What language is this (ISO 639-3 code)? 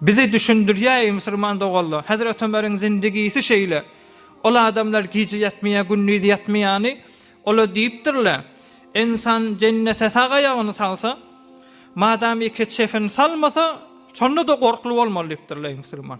tuk